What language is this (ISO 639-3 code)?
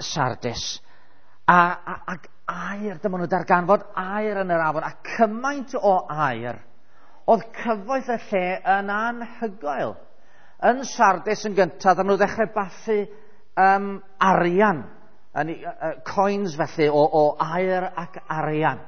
cym